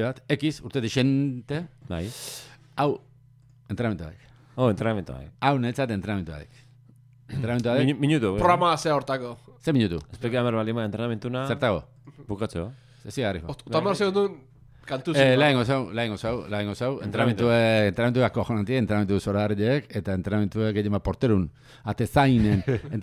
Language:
Basque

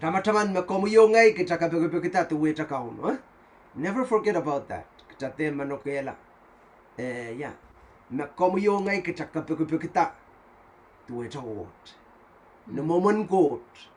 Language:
Pohnpeian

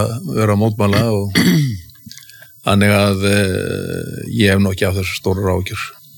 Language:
Icelandic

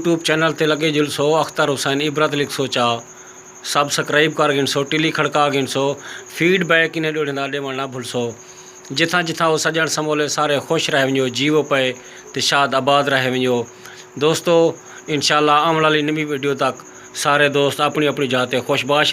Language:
Saraiki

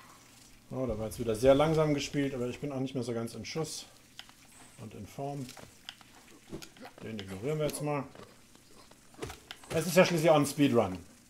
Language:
German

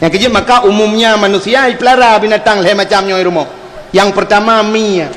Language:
Achinese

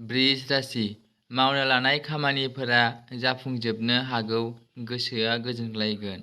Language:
Bodo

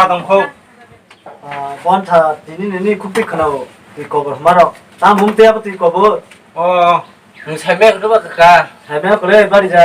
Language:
Kok Borok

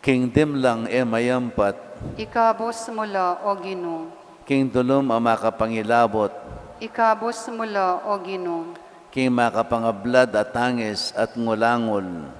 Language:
Pampanga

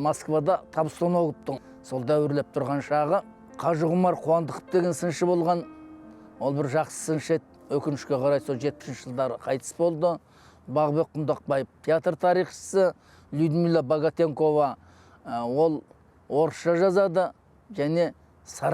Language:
Kazakh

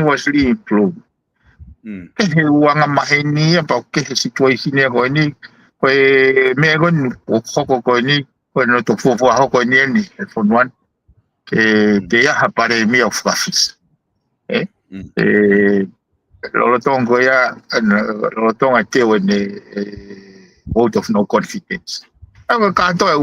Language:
Tongan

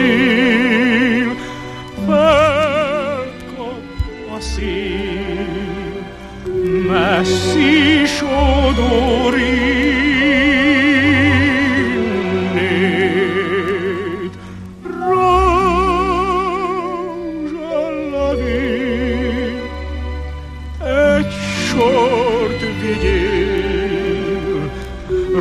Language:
Hungarian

